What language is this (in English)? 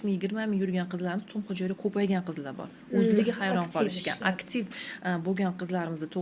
Uzbek